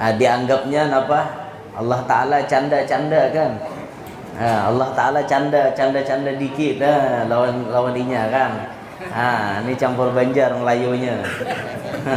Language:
Banjar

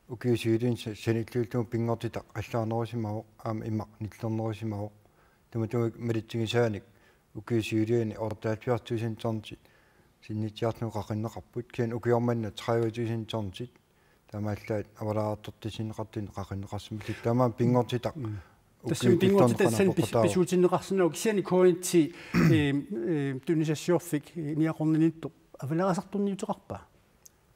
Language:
Kalaallisut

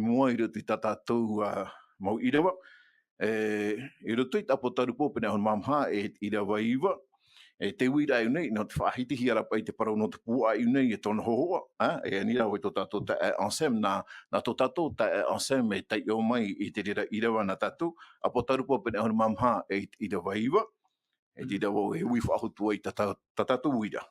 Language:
Tahitian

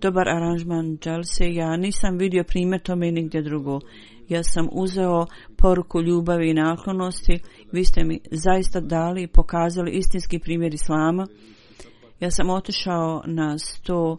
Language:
Bosnian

